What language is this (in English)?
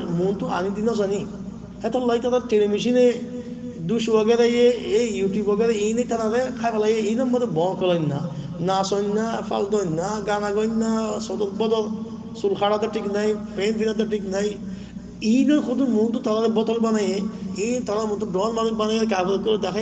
Rohingya